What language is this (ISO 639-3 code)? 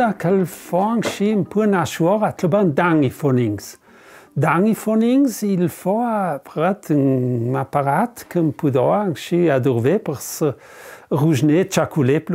lld